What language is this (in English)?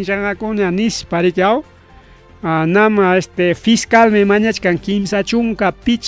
Ayacucho Quechua